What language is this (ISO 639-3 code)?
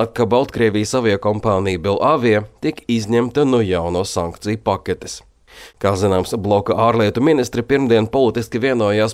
lav